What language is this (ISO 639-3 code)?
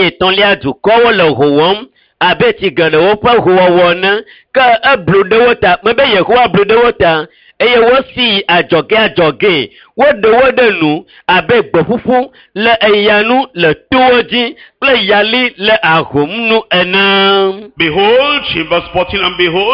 ewe